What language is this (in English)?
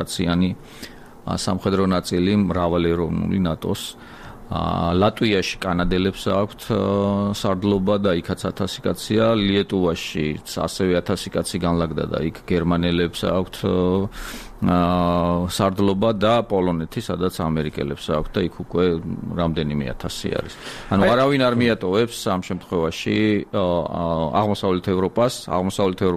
Georgian